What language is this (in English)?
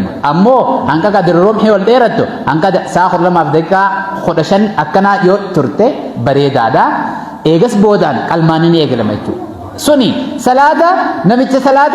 Oromo